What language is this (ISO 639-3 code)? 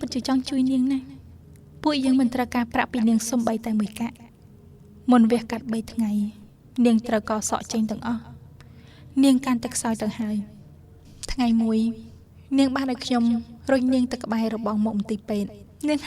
khm